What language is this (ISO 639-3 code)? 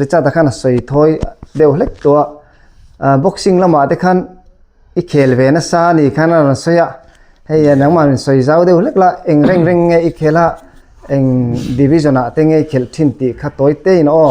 lus